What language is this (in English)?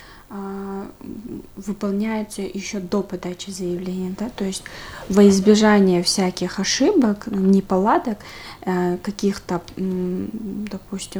Russian